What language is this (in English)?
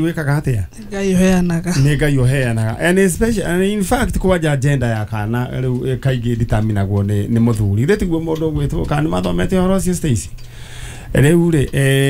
Kikuyu